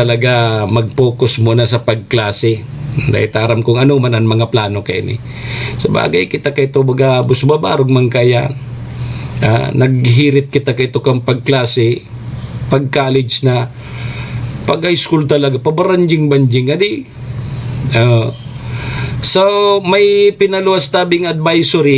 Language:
Bikol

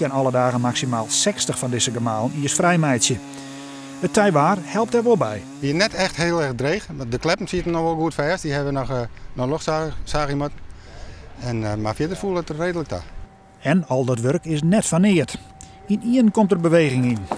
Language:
Western Frisian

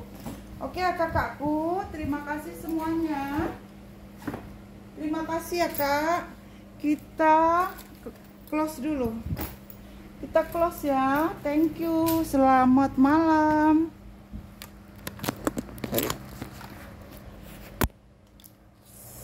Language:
Indonesian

